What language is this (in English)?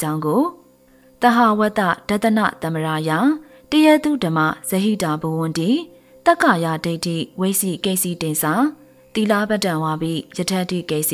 Burmese